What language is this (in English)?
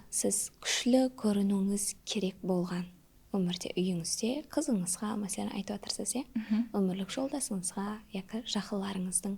Kara-Kalpak